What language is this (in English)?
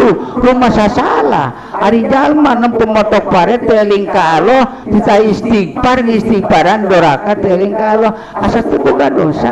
Sundanese